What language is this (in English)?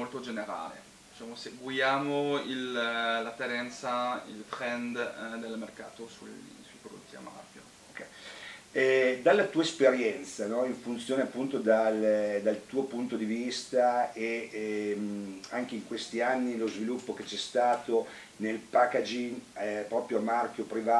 Italian